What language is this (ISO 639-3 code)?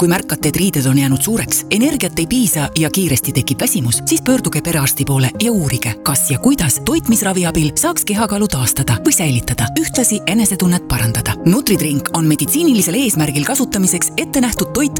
est